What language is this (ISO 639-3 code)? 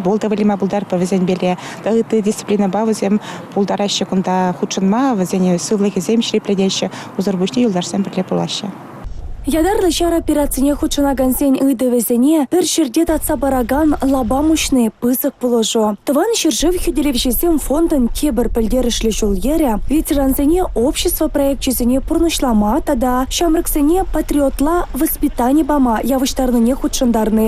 chv